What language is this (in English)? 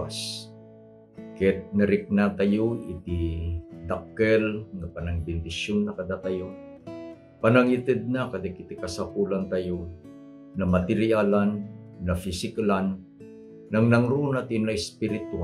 Iloko